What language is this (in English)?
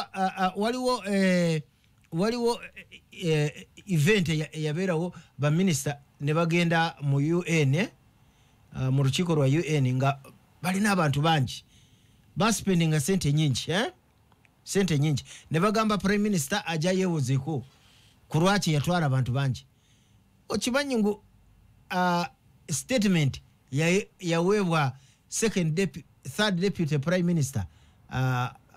Ganda